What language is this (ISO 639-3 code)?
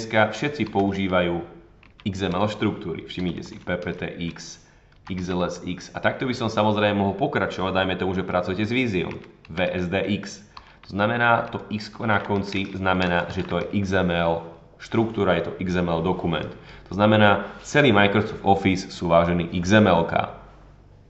slk